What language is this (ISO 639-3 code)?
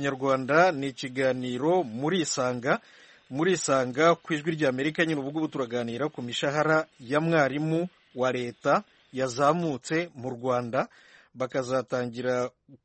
kin